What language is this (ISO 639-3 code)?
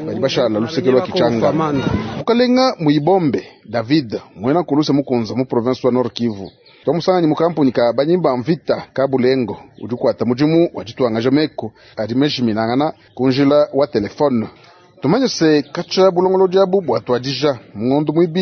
lua